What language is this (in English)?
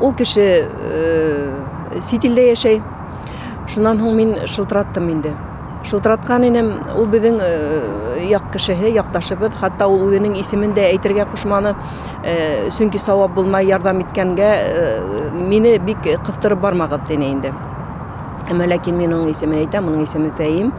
Bashkir